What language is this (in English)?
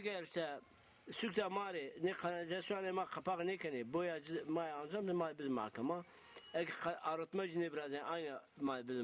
Zaza